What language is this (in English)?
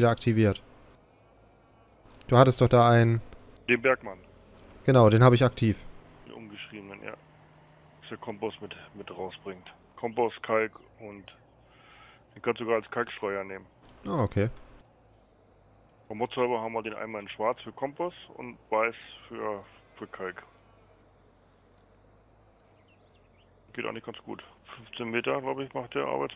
German